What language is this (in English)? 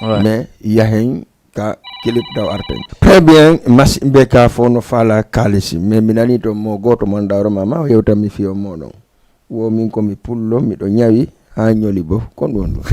Fula